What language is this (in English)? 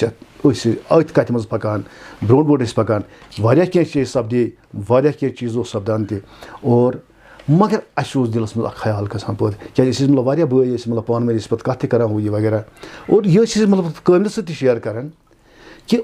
Kashmiri